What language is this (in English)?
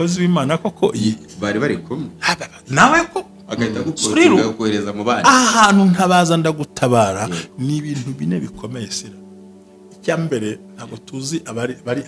Kinyarwanda